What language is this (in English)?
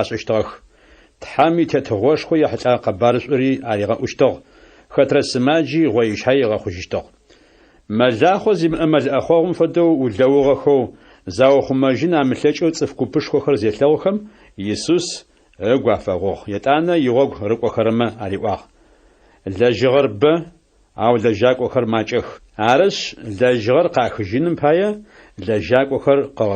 Adyghe